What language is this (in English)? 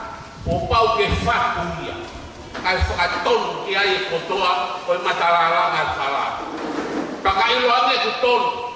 Tongan